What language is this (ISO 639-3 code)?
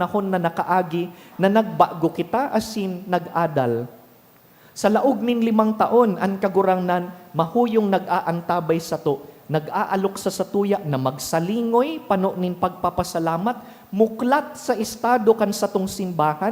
bik